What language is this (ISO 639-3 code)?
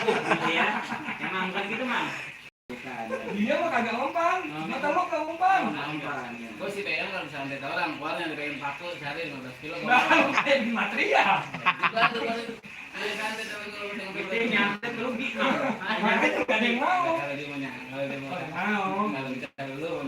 bew